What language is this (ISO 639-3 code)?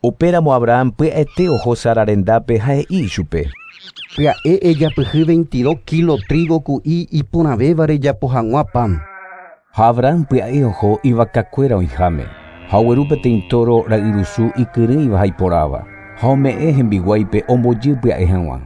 grn